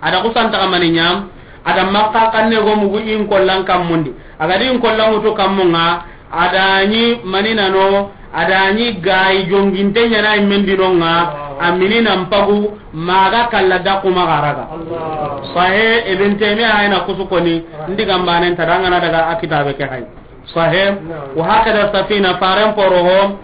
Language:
Soninke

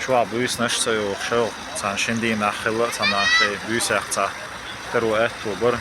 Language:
Chechen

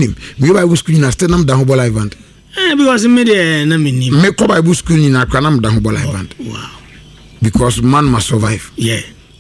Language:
Akan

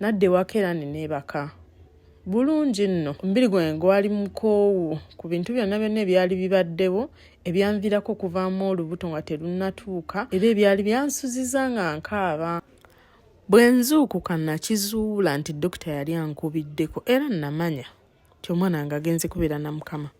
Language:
Ganda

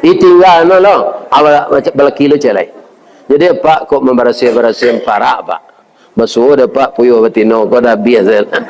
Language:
Minangkabau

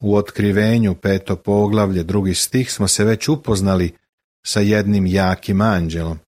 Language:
Serbian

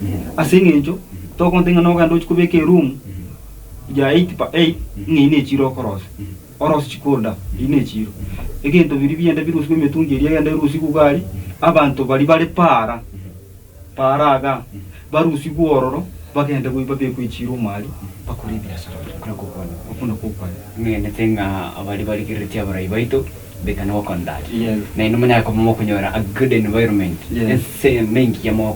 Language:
Gusii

